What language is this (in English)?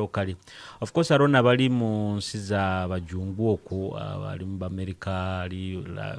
Nyoro